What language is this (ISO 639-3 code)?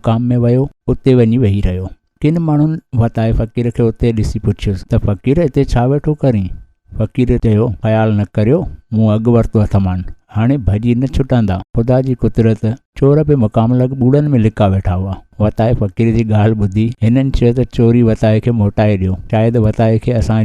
snd